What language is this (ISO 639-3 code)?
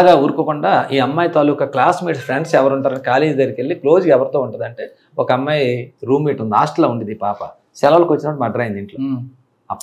tel